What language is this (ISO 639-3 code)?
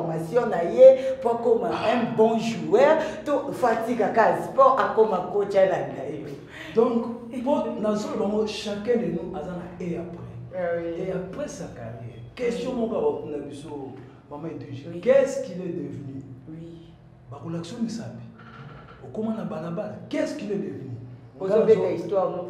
lin